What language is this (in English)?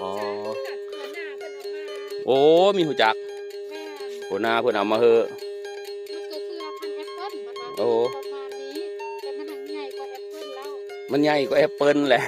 Northeastern Thai